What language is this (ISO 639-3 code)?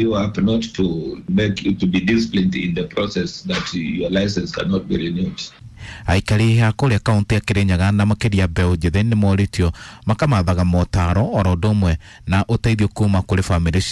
kik